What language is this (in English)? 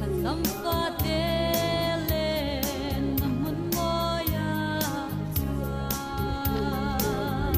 Hmar